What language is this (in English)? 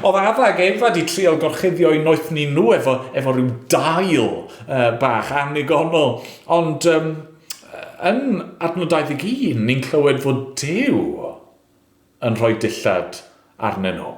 Welsh